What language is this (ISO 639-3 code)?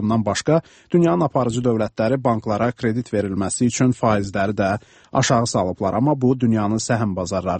aze